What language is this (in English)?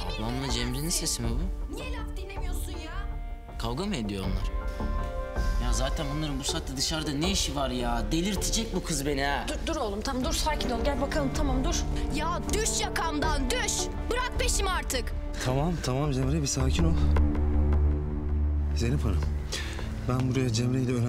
Turkish